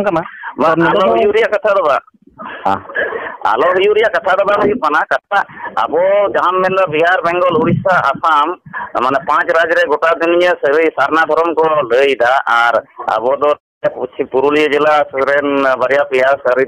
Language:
Santali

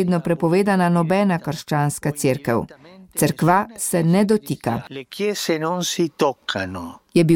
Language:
Slovenian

